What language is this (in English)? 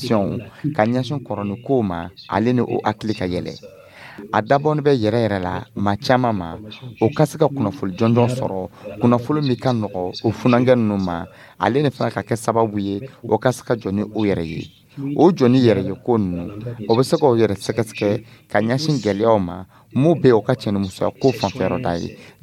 Dyula